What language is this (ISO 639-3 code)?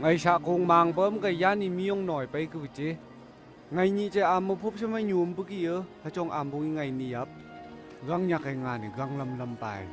nph